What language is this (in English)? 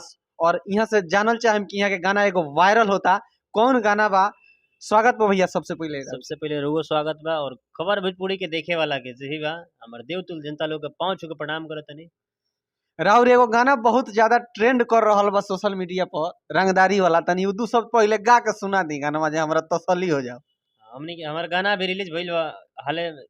Bhojpuri